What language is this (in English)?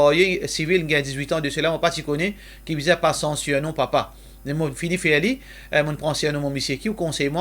Morisyen